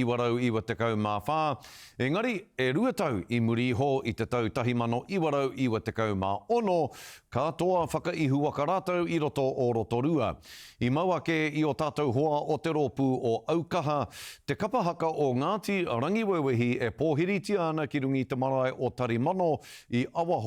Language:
Māori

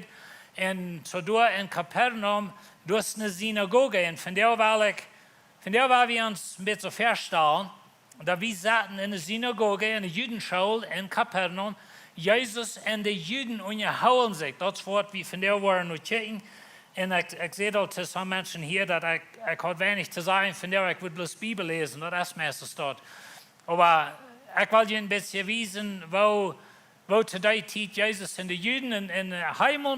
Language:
Plautdietsch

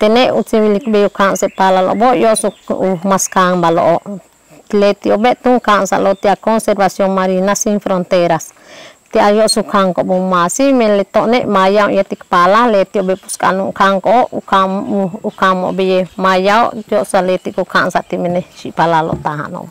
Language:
Yucateco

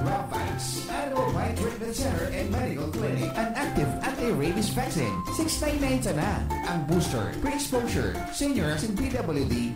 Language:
Bikol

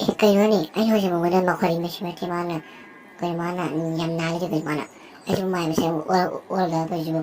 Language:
Manipuri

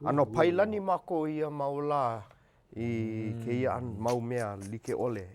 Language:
Hawaiian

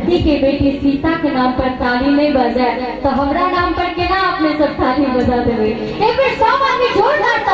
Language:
Maithili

